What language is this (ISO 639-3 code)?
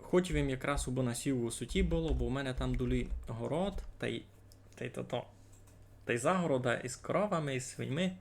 rue